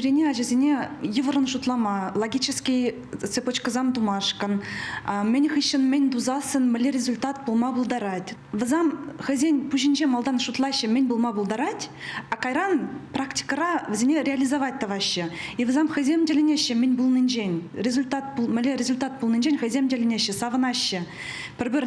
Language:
Chuvash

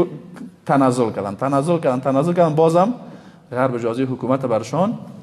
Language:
Persian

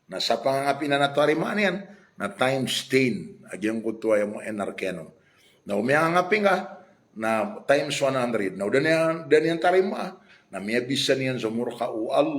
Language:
Maranao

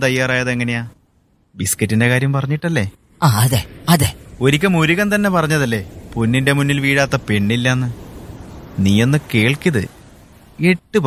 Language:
Malayalam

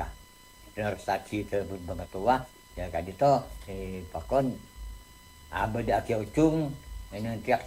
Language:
Madurese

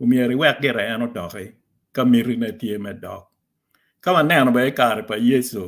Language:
Acoli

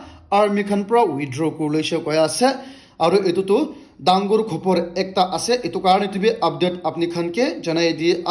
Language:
Naga Pidgin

